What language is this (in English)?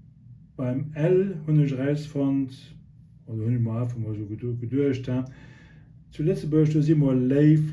Luxembourgish